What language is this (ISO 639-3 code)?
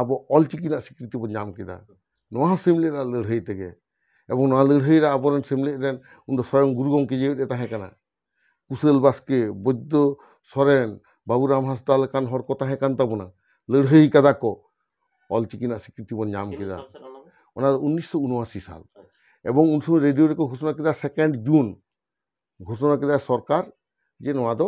sat